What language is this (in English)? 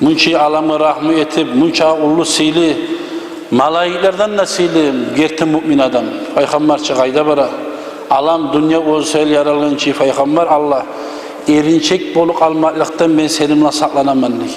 Kumyk